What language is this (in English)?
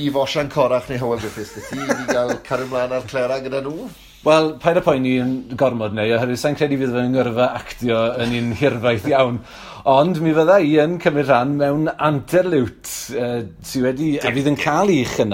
Welsh